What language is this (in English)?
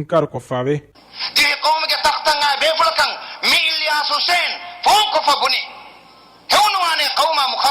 Divehi